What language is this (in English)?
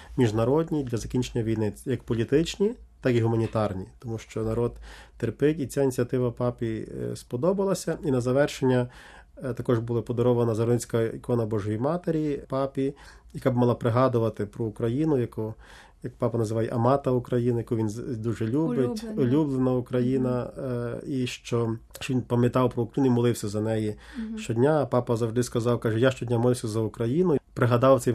Ukrainian